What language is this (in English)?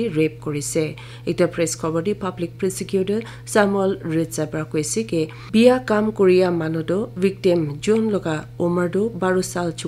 Naga Pidgin